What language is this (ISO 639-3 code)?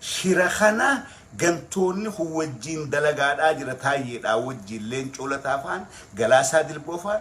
orm